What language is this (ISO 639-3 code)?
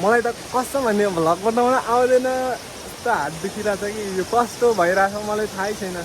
nep